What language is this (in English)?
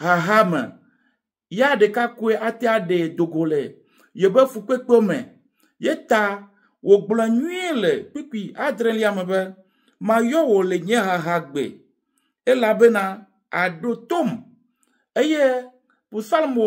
Ewe